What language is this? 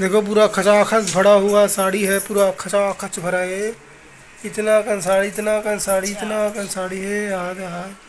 Chhattisgarhi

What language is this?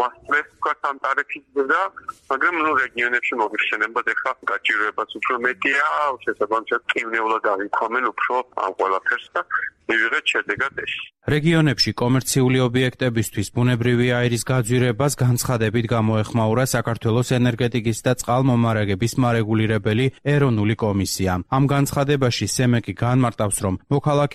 Georgian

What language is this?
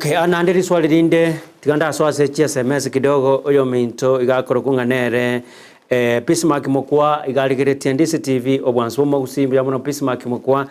Gusii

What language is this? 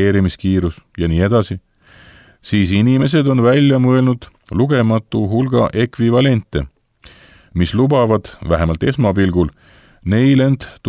Estonian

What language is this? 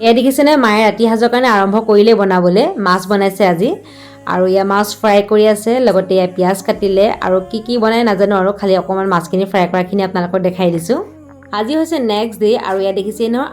Assamese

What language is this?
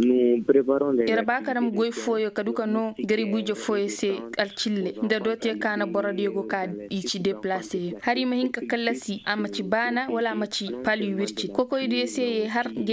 Koyraboro Senni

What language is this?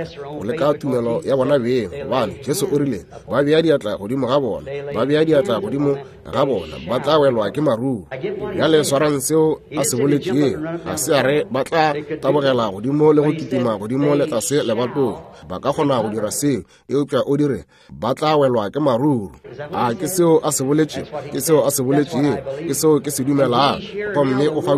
Northern Sotho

